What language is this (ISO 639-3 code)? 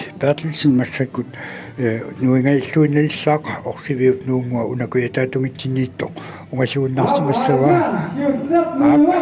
kal